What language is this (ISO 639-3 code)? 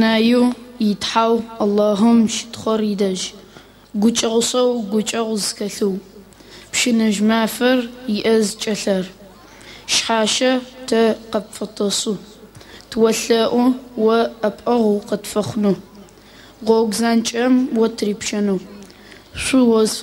ady